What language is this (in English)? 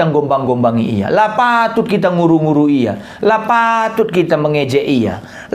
Batak Karo